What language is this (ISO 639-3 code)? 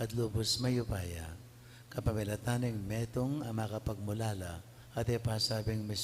pam